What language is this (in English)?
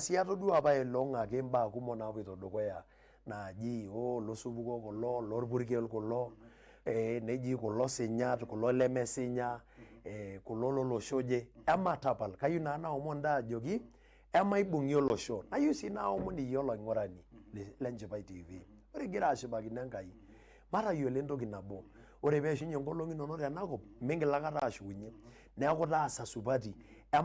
Masai